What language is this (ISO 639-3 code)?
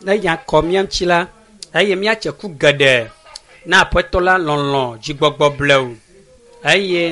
ewe